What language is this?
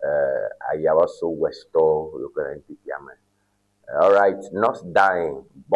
Ewe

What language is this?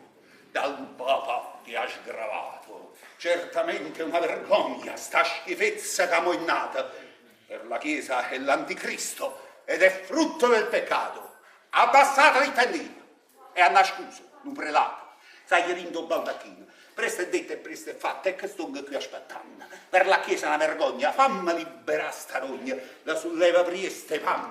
Neapolitan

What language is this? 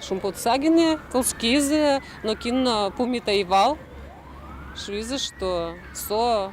Udmurt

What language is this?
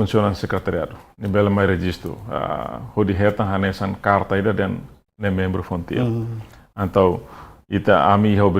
Tetum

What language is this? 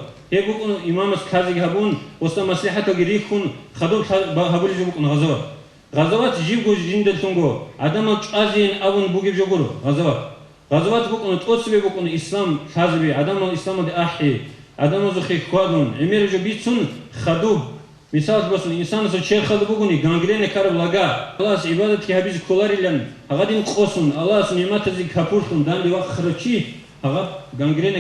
Avaric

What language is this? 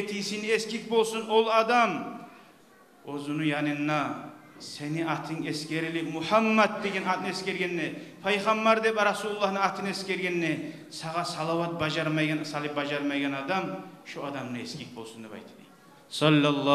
Kumyk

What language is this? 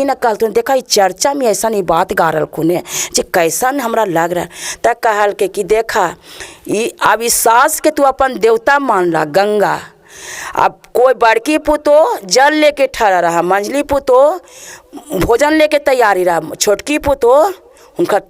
Magahi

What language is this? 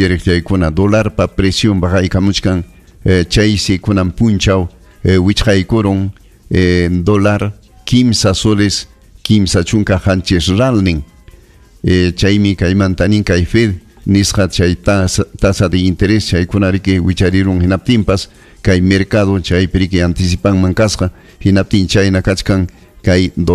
Ayacucho Quechua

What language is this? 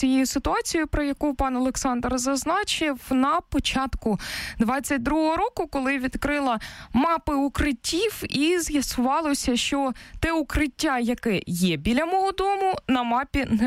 Ukrainian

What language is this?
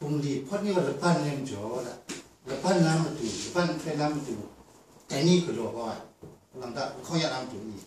Kachin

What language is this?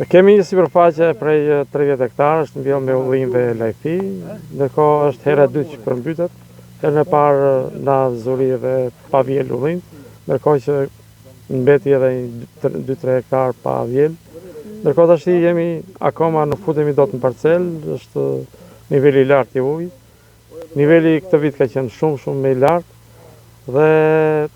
Albanian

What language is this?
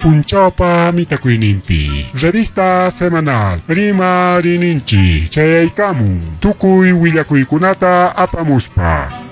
Ayacucho Quechua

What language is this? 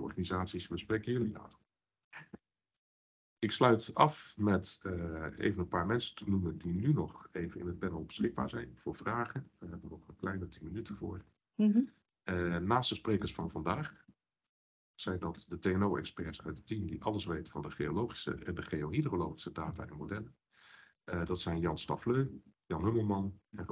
Dutch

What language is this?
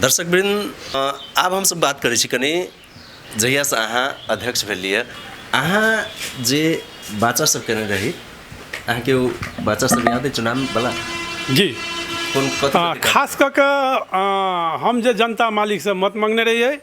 Maithili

